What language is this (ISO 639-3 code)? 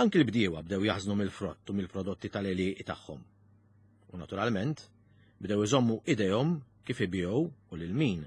mlt